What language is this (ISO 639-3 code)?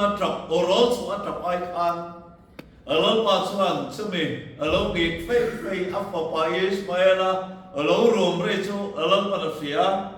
lus